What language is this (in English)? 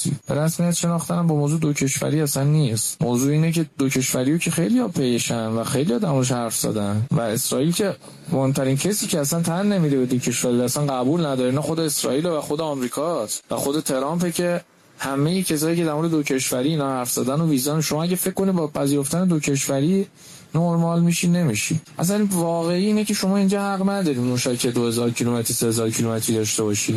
Persian